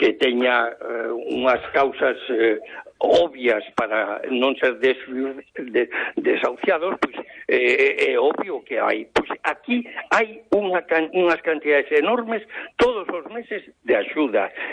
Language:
Galician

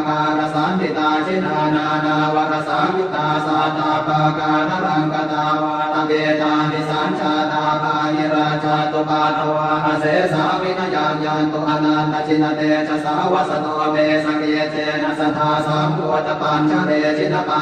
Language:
Pali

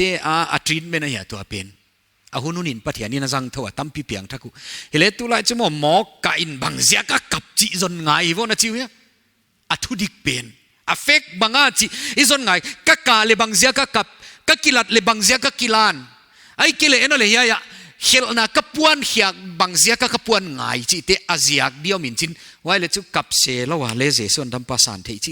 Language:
Paite Chin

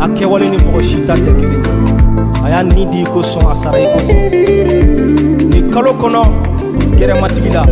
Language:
Bambara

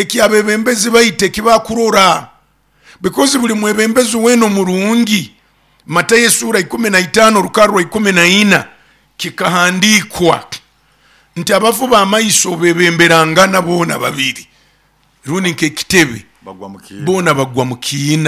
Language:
Nyoro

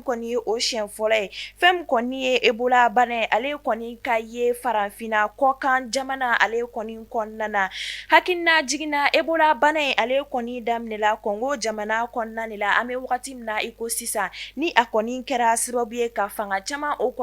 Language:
Bambara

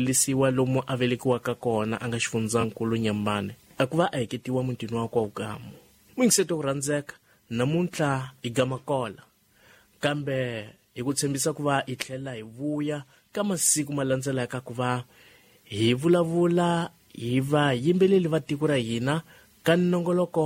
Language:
Tsonga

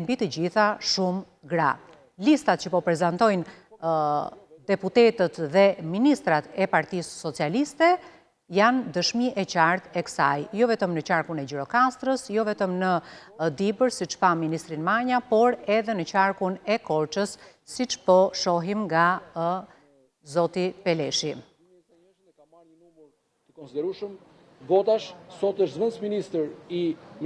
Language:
Albanian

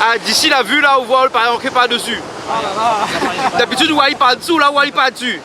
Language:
Réunion Creole French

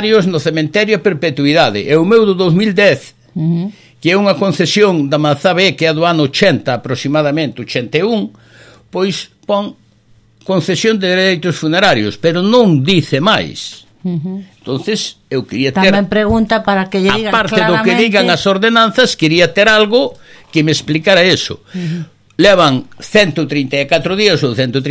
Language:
Galician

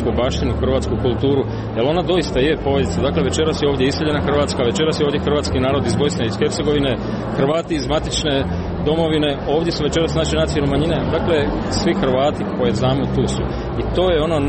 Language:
Croatian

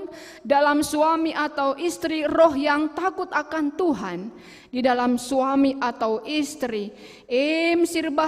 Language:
Batak Karo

